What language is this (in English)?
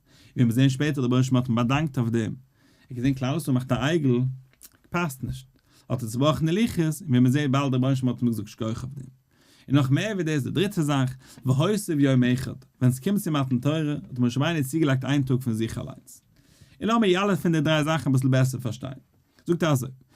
Yiddish